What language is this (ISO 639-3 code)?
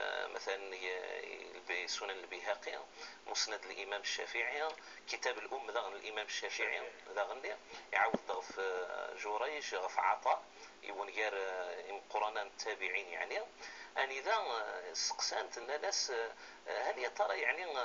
kab